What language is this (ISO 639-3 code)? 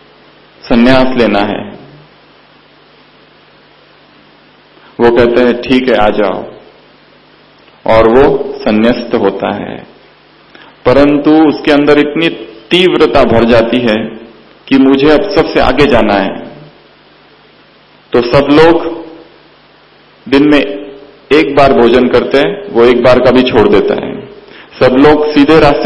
hin